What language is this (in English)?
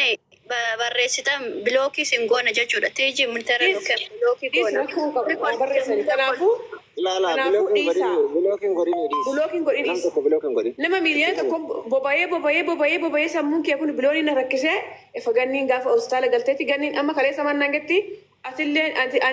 Oromo